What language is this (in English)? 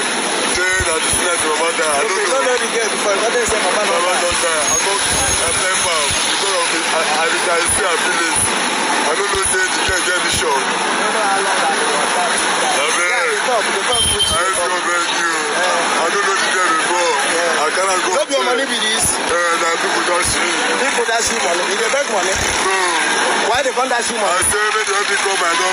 Nigerian Pidgin